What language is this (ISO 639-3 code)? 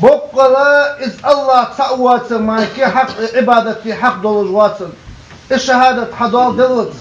inh